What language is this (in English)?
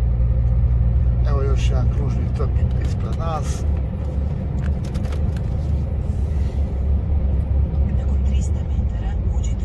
Croatian